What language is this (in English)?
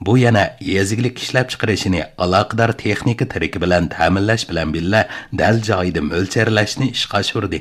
Uyghur